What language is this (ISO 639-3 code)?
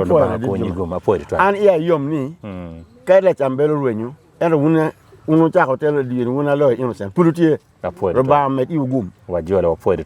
ach